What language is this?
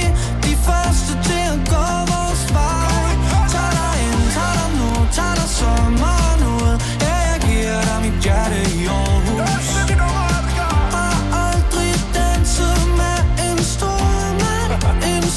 Danish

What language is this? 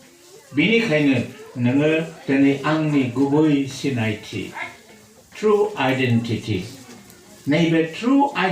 Bodo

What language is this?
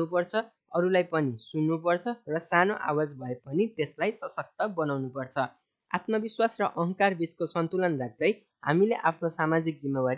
Nepali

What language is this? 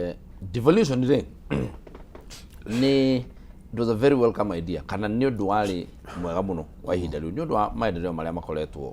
Kikuyu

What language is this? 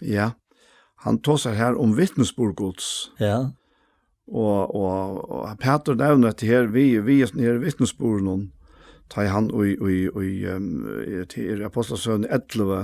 Faroese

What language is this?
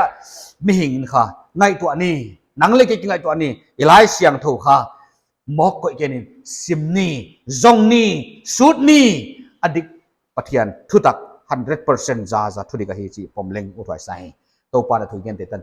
Paite Chin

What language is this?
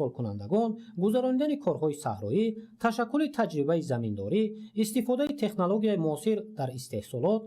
Tajik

